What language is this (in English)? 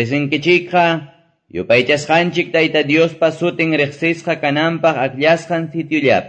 Quechua